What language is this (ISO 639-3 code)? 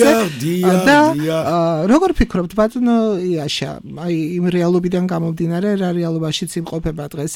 kat